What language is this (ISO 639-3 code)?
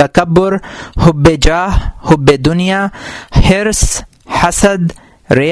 urd